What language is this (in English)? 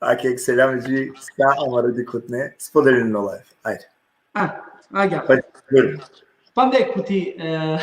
Balkan Romani